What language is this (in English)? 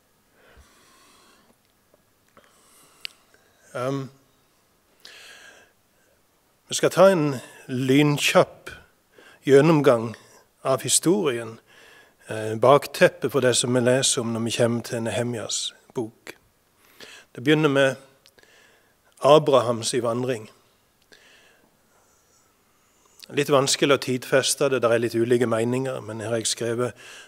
Norwegian